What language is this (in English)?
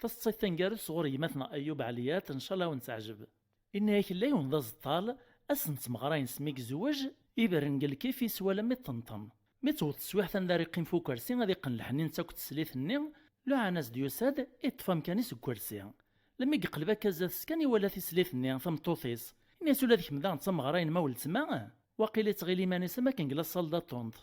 Kabyle